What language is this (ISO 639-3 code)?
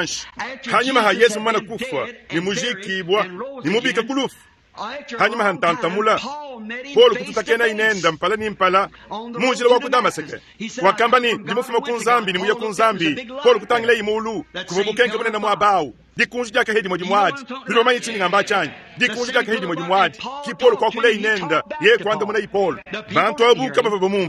lua